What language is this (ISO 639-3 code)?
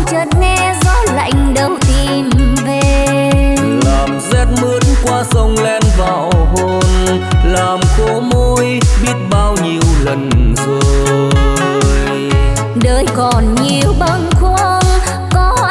vie